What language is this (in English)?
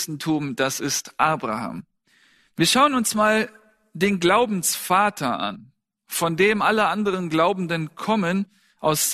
German